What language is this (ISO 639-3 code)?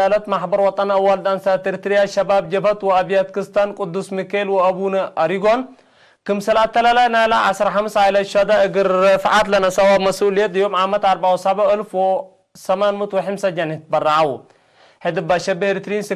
tig